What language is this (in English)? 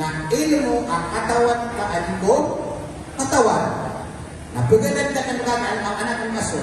Maranao